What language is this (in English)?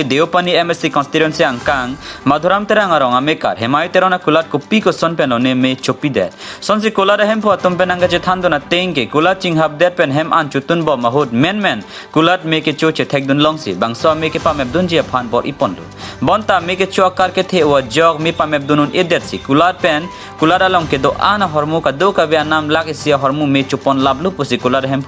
Karbi